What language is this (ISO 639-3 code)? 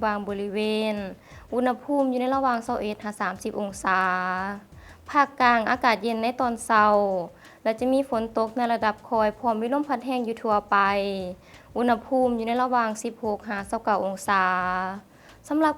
lao